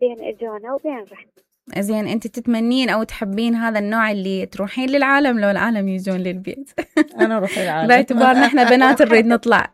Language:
Mesopotamian Arabic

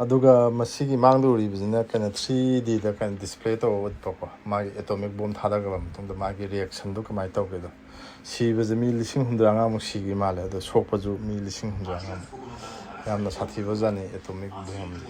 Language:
Manipuri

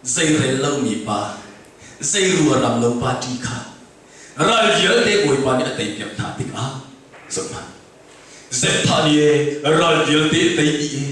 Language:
Hakha Chin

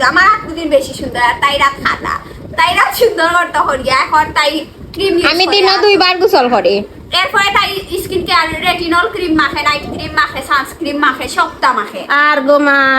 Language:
Sylheti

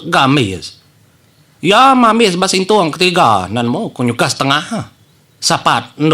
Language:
Iban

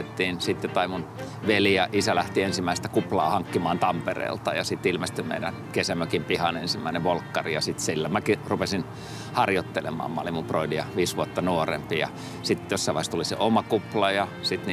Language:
Finnish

